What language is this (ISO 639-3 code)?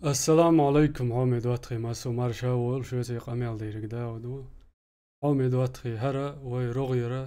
che